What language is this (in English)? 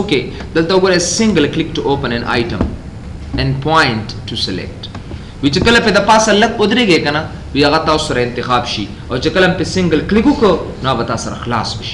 Pashto